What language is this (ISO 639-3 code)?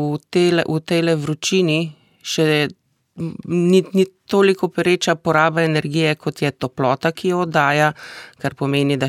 slv